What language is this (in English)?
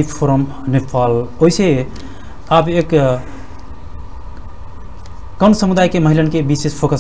Bhojpuri